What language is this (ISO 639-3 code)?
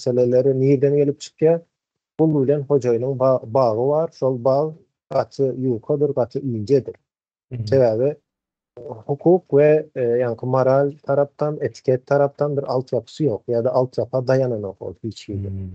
tuk